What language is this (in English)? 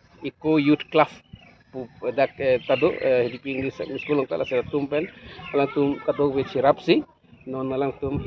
Karbi